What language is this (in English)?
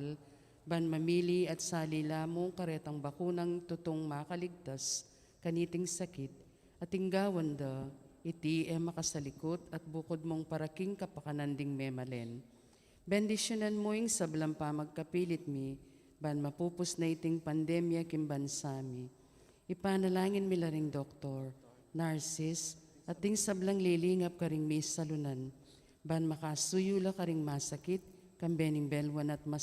Pampanga